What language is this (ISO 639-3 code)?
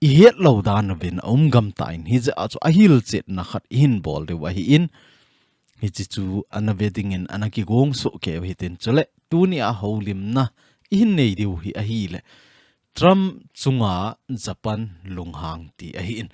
tcz